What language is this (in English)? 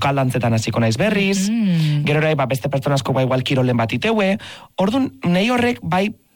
Basque